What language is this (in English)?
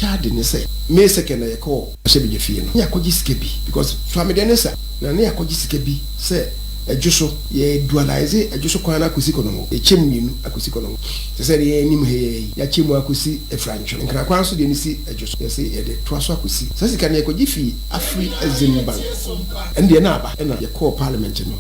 Akan